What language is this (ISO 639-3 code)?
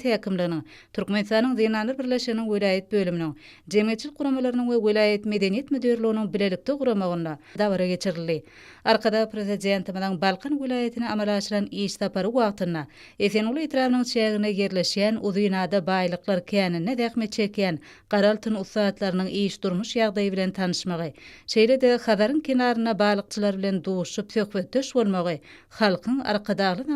tuk